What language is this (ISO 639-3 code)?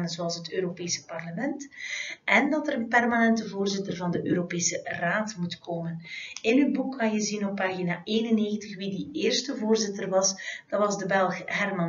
nld